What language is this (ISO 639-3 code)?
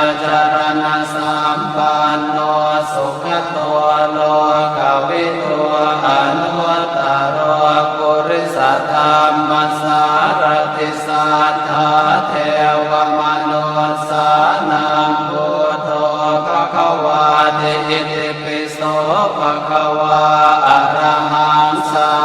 pli